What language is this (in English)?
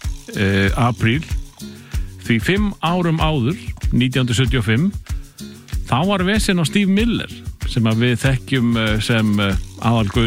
Icelandic